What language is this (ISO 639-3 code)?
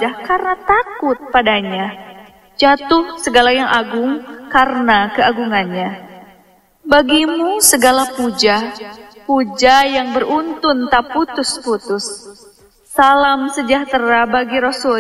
ind